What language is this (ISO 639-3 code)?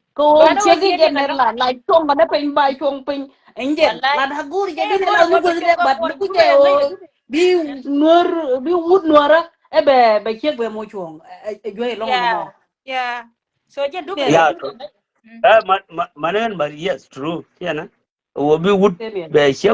nus